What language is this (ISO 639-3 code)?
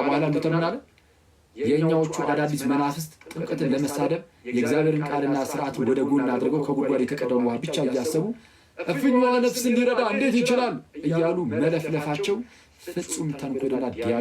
amh